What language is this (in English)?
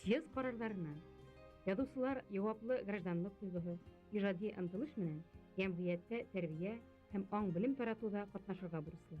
Bashkir